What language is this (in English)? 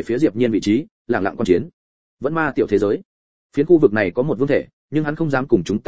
Vietnamese